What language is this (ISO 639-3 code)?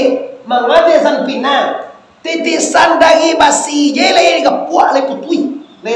min